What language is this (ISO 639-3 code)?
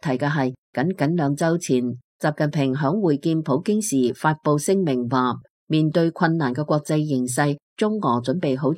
yue